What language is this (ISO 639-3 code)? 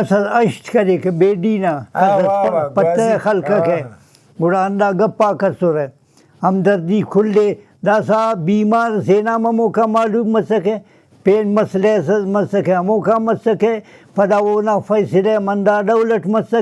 brh